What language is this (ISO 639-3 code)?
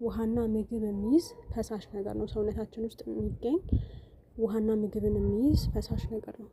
amh